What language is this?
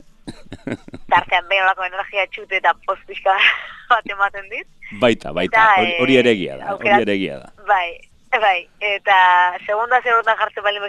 Basque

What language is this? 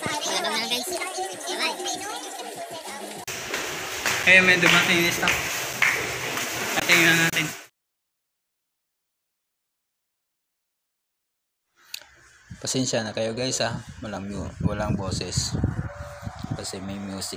Filipino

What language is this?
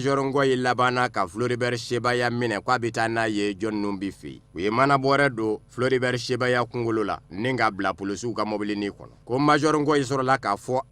Bambara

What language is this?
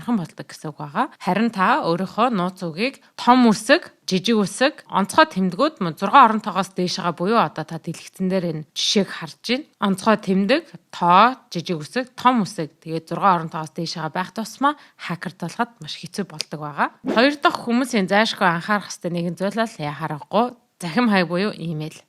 Mongolian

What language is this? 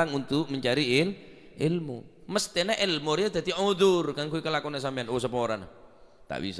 Madurese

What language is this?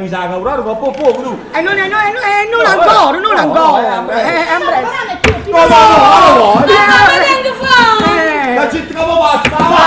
Neapolitan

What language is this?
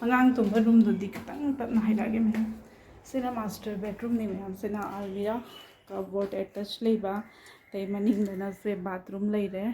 Manipuri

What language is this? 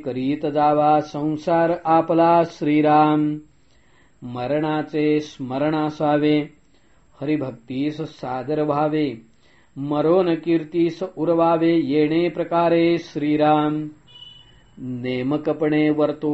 Marathi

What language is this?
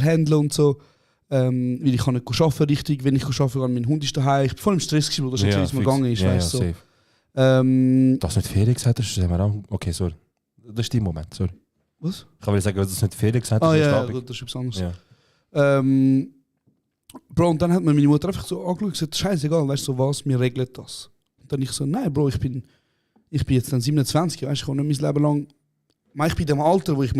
Swiss German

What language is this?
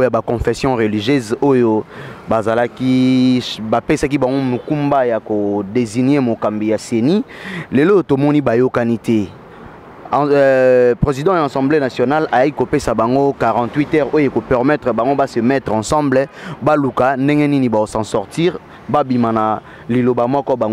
Lingala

